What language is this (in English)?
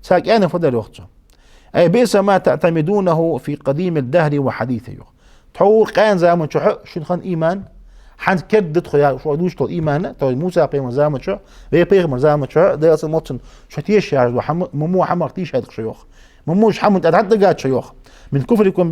Ingush